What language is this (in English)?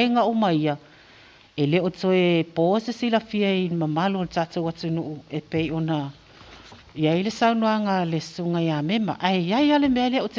Samoan